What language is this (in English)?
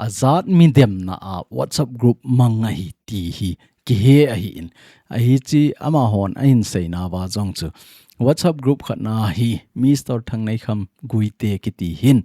Thado Chin